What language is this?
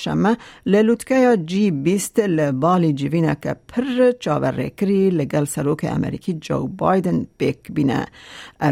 Kurdish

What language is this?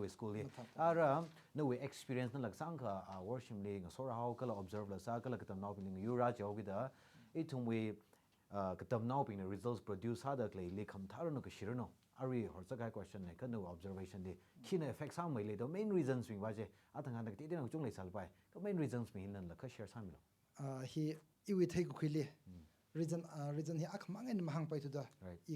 Tangkhul Naga (India)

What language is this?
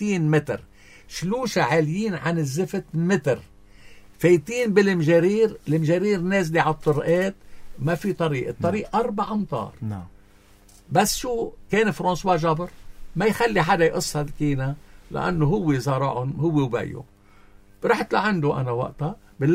North Levantine Arabic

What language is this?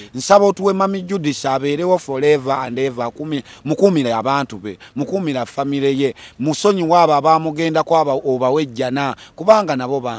Ganda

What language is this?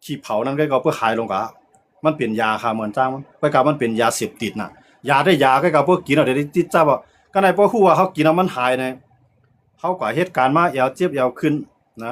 Shan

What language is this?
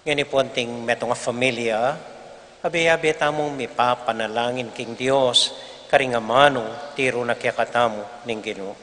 Pampanga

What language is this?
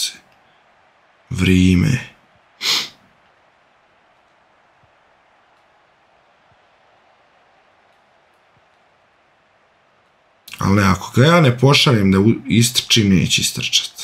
Croatian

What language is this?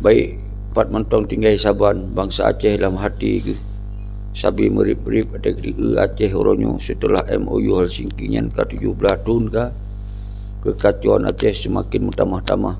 Achinese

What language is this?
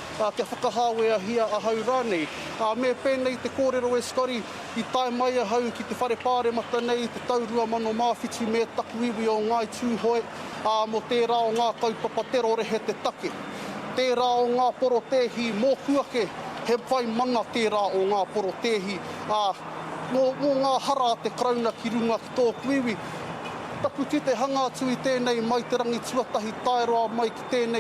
Māori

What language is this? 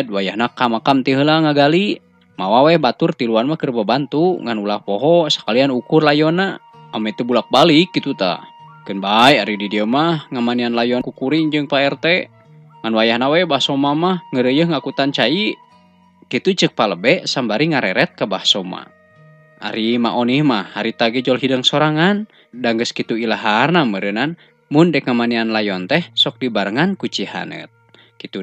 Sundanese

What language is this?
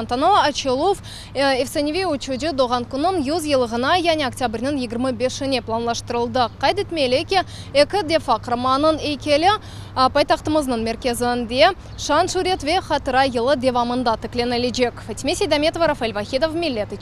Crimean Tatar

